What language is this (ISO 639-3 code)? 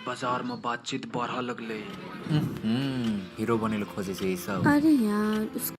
mai